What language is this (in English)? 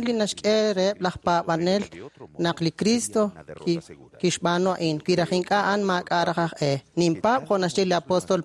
Kekchí